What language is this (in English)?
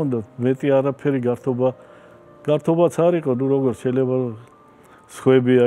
Georgian